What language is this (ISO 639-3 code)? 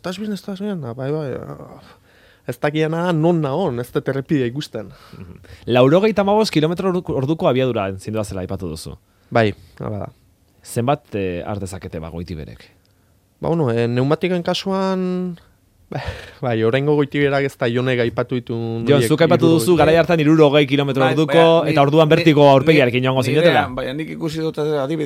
eus